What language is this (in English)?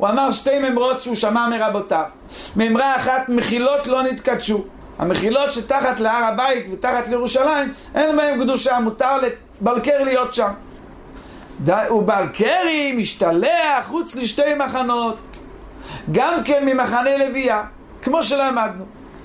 Hebrew